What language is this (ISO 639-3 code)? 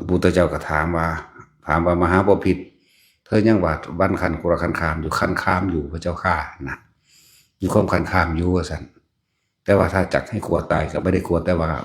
tts